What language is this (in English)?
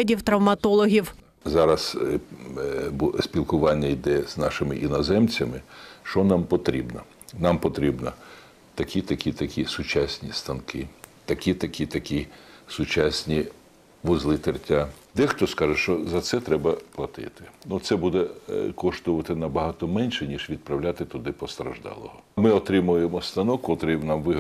Ukrainian